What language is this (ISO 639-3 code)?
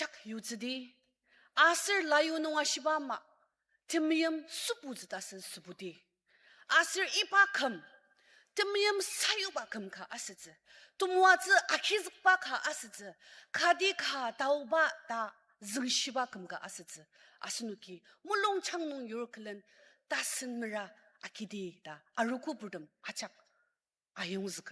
njo